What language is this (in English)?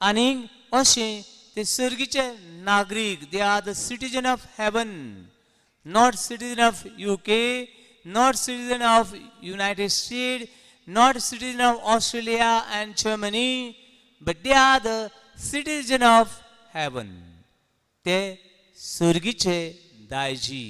Konkani